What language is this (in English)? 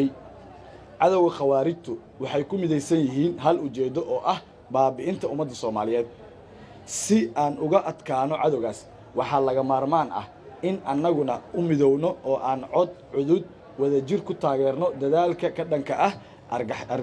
Somali